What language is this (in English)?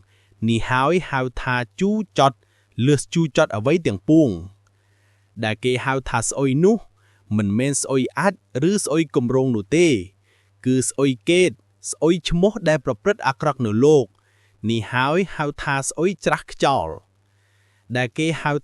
Khmer